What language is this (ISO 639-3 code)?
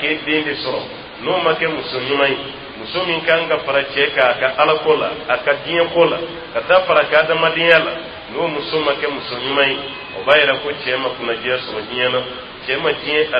dyu